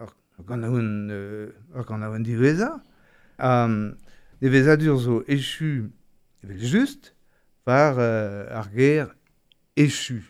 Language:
Breton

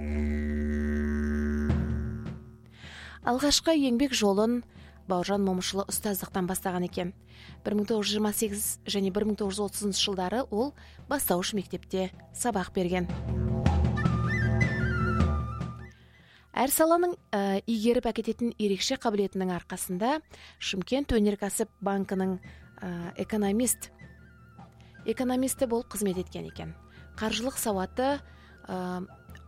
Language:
Kazakh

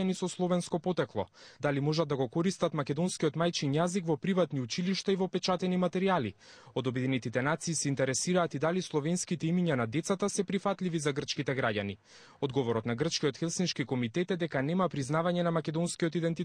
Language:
Macedonian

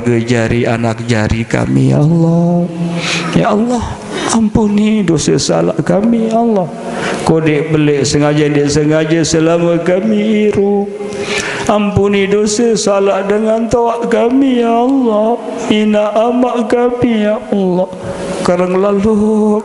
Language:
Sasak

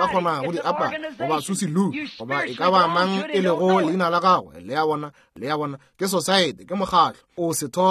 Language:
Northern Sotho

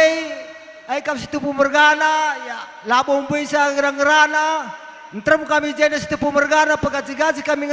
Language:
Batak Karo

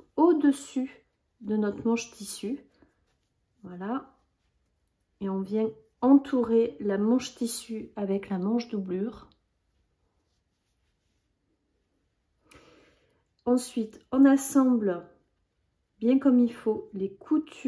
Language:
French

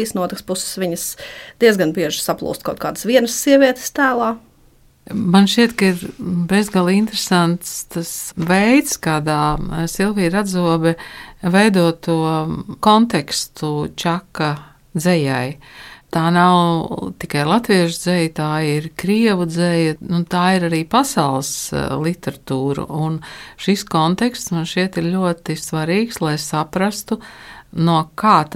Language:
Latvian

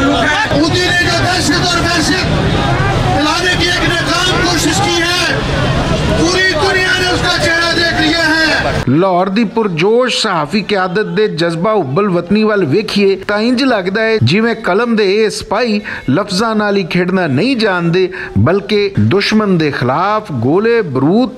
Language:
Western Panjabi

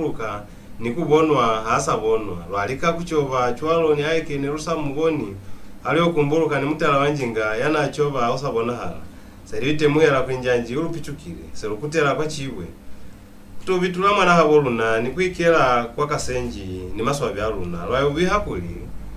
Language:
Lozi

